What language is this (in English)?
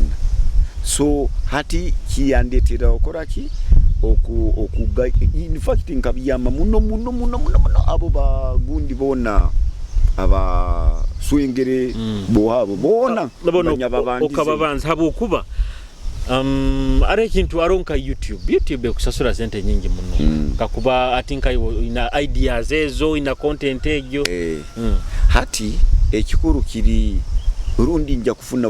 Nyoro